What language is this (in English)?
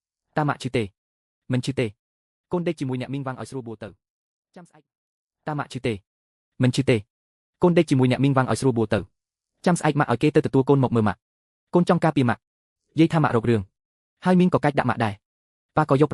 Khmer